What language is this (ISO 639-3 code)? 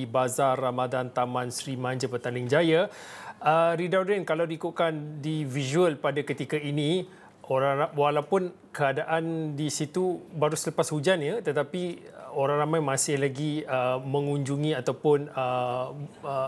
msa